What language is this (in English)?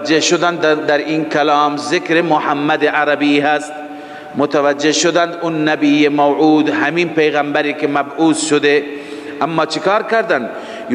Persian